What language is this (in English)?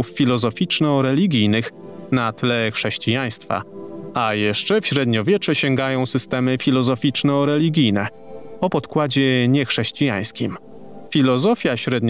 Polish